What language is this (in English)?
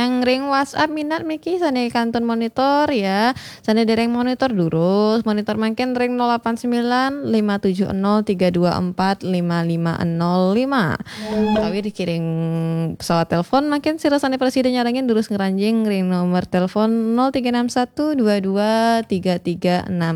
Balinese